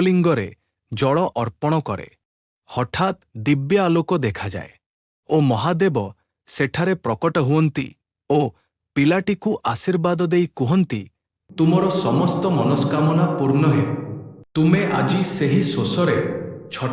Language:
Odia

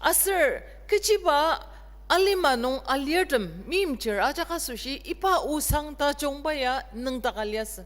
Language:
Ao Naga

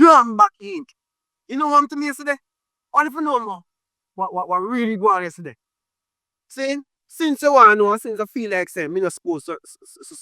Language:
Jamaican Creole English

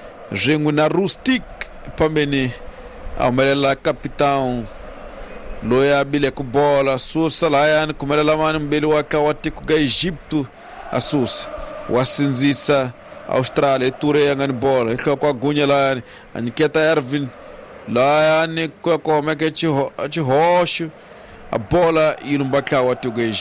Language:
Tsonga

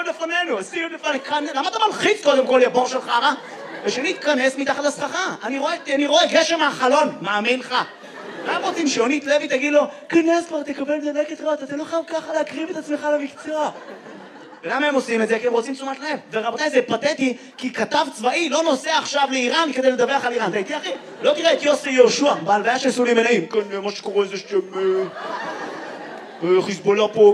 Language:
Hebrew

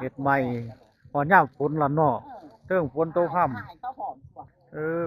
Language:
Northeastern Thai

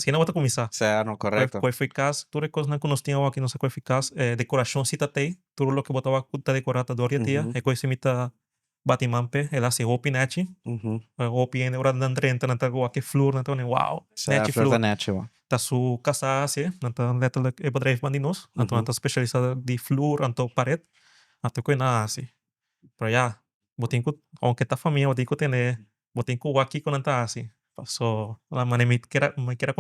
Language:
Papiamento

